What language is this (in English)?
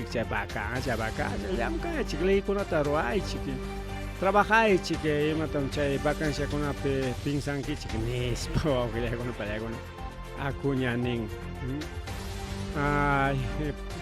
Ayacucho Quechua